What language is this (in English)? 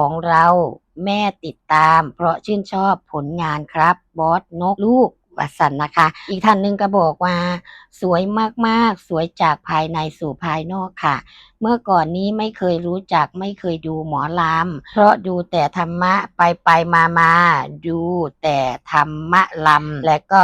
Northeastern Thai